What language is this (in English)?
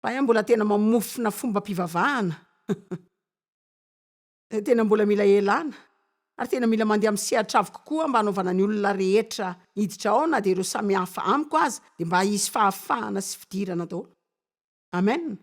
Malagasy